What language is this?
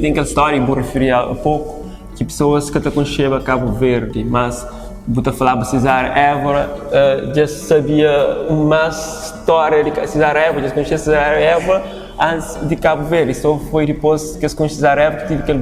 Kabuverdianu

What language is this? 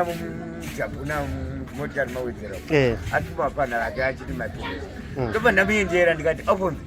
Shona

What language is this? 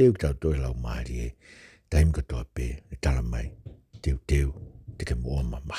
Tongan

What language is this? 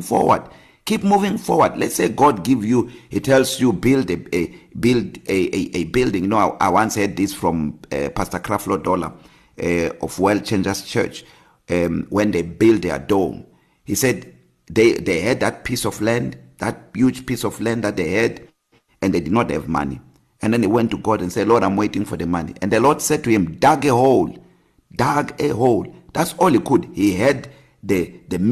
English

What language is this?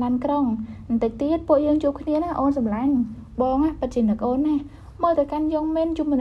Khmer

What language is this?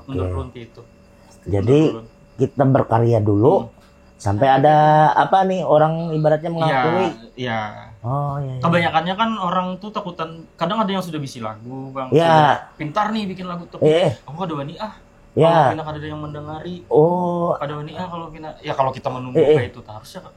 Banjar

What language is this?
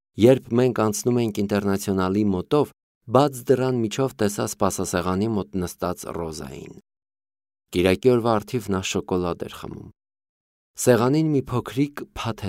Armenian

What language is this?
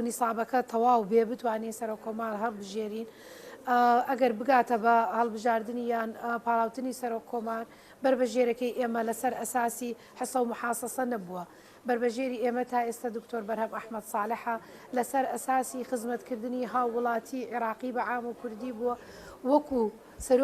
Central Kurdish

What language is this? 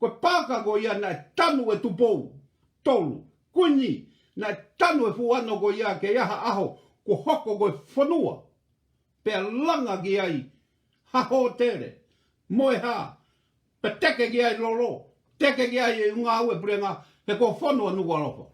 Tongan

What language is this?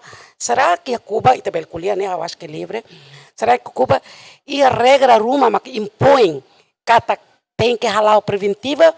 Tetum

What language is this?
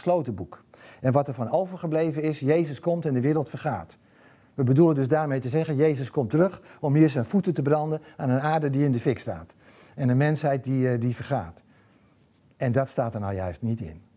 Dutch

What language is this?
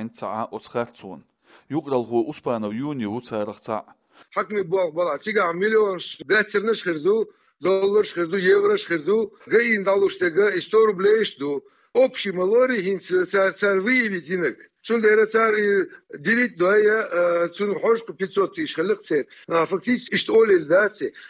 Chechen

